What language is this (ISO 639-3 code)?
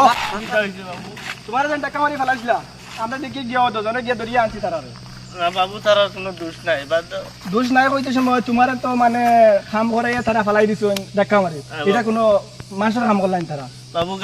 syl